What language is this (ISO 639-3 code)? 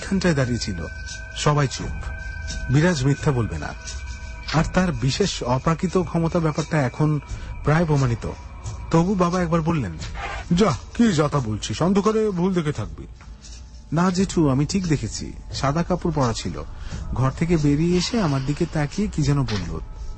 ben